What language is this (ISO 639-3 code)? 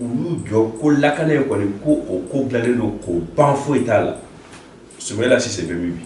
bam